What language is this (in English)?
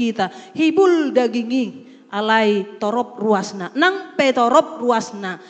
Batak Toba